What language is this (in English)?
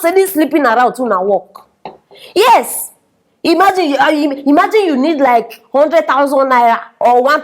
Nigerian Pidgin